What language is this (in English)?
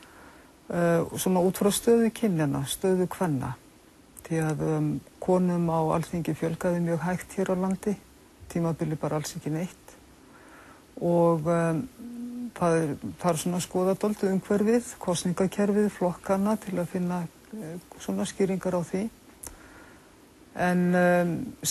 Icelandic